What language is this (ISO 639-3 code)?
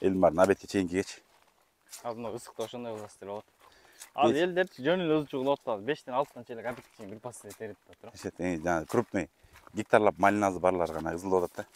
kir